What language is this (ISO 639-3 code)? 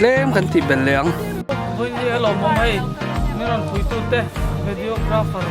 lus